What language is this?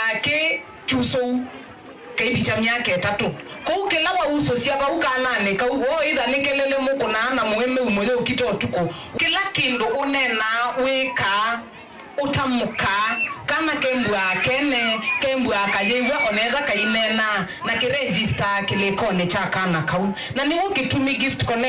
Kamba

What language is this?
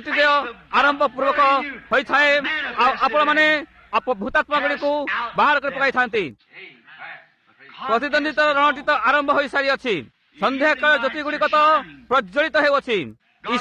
Odia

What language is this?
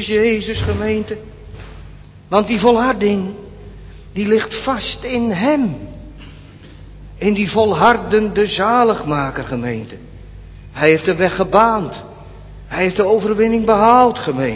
Dutch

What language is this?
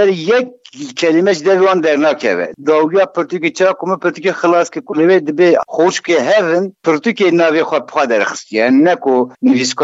Kurdish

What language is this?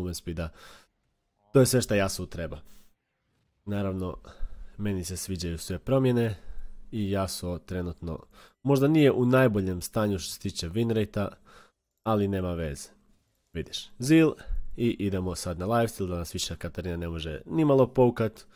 Croatian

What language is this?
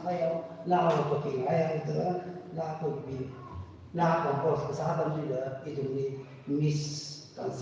Tangkhul Naga (India)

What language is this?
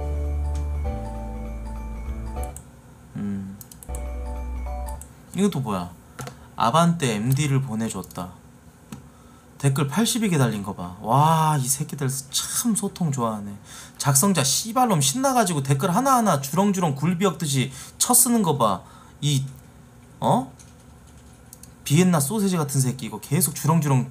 Korean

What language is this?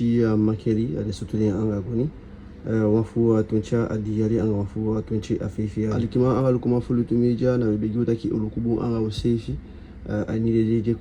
Eastern Maroon Creole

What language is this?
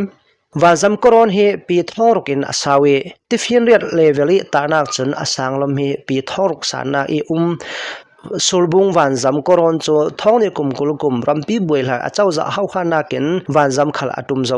Hakha Chin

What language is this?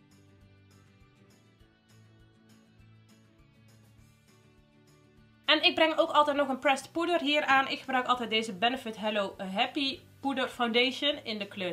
Dutch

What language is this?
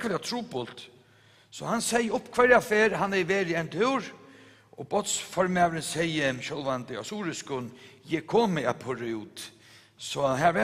Faroese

